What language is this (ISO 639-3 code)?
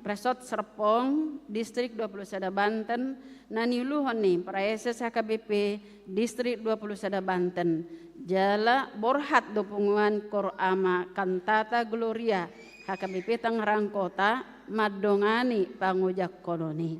bbc